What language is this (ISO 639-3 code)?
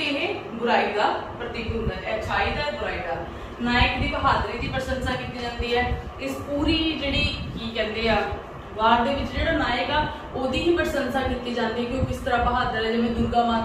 pan